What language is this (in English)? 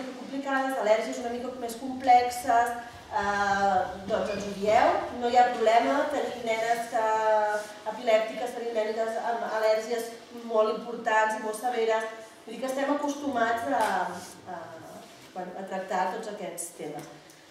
Catalan